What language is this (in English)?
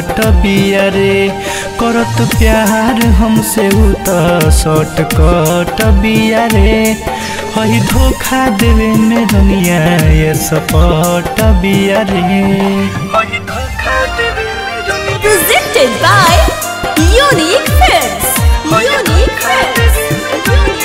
Bhojpuri